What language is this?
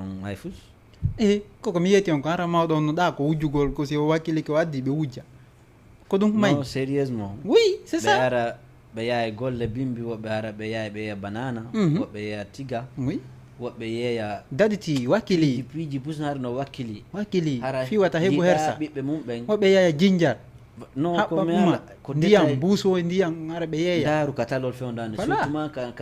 Fula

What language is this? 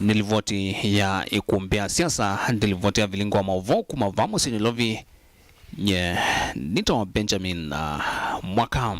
Kamba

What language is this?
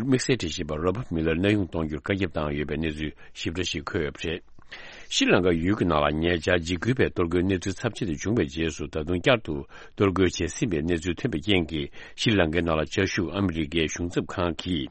Tibetan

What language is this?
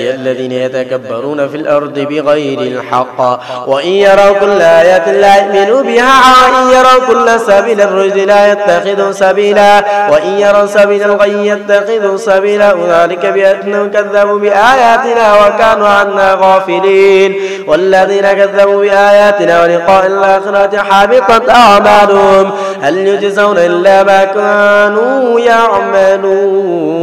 Arabic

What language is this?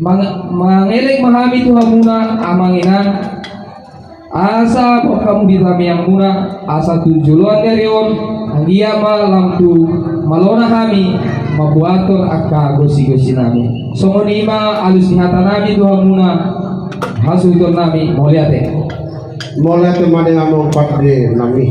Batak Toba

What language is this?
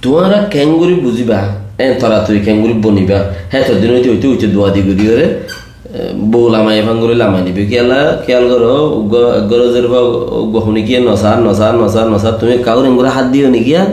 Rohingya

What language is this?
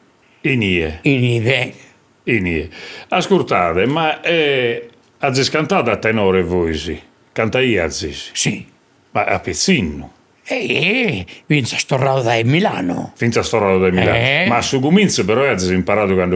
Sardinian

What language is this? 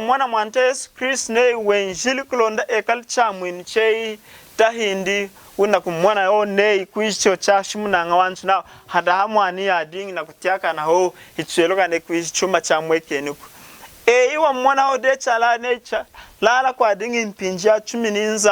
Lunda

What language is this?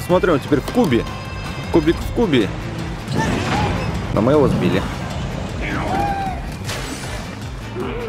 Russian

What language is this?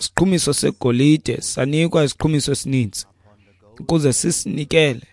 Xhosa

